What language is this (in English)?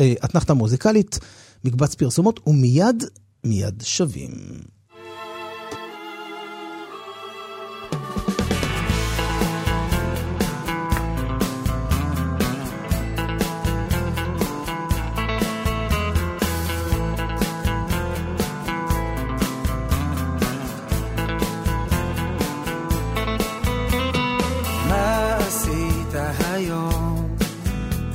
Hebrew